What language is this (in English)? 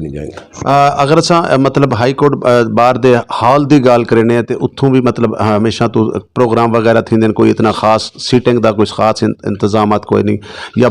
Saraiki